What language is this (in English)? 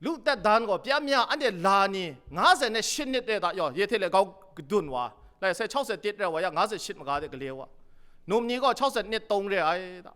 Kachin